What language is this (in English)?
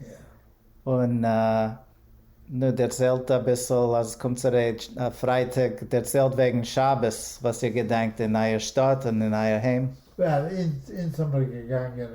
Yiddish